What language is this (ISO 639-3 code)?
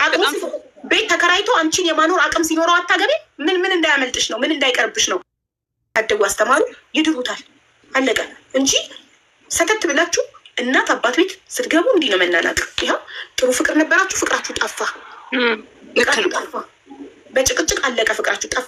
amh